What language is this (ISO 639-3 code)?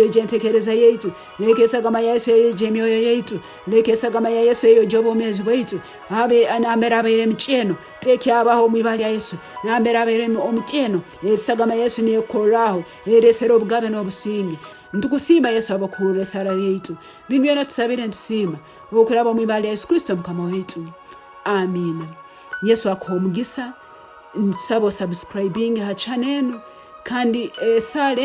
ttj